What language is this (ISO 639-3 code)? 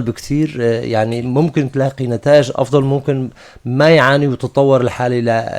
apc